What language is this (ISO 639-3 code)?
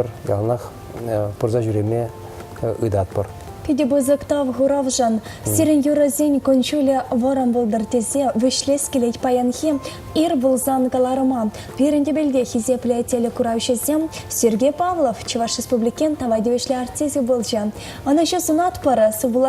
chv